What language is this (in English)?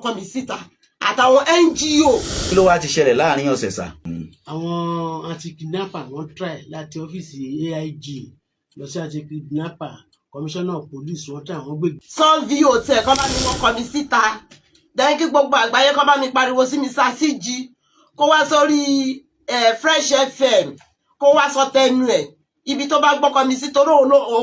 Yoruba